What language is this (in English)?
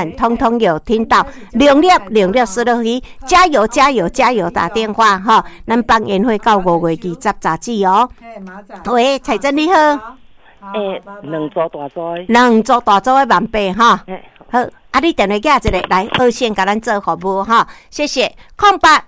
Min Nan Chinese